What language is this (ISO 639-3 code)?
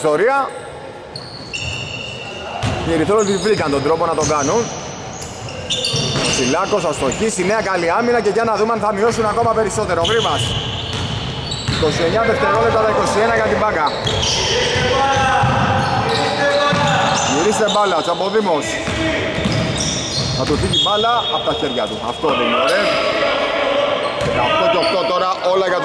ell